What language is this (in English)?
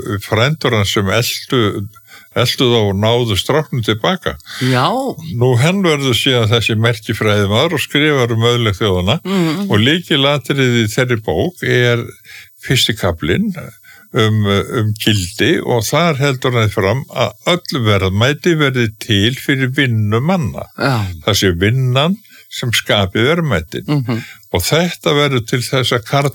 Icelandic